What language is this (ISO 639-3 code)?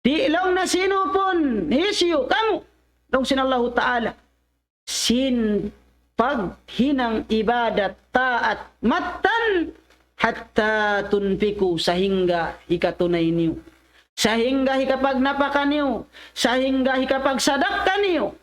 tsg